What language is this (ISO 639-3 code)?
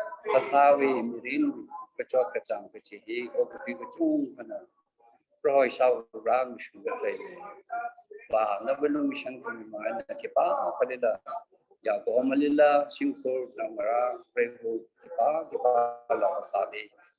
nmf